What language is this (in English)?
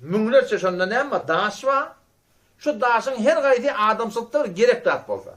Turkmen